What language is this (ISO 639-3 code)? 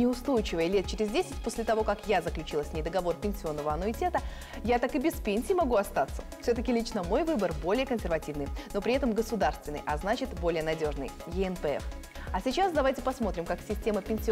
rus